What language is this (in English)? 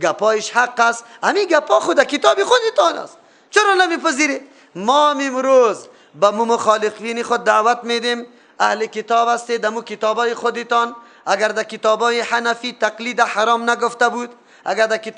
Persian